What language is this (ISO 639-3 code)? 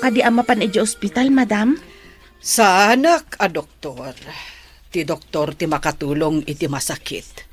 ilo